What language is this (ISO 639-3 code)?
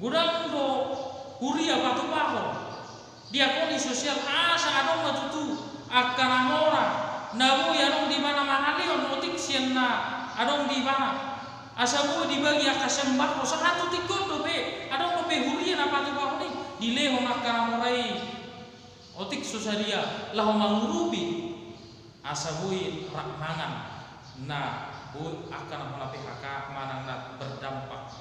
bbc